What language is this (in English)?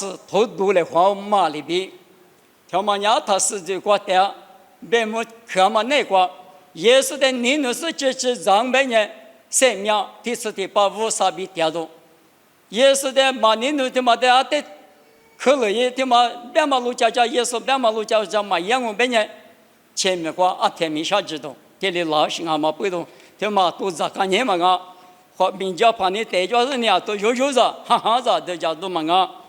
Lisu